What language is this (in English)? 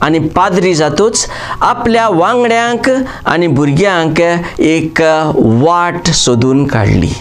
Konkani